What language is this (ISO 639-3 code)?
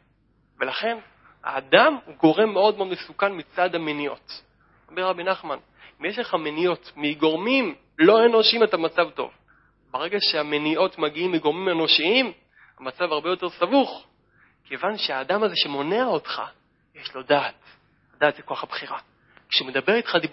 heb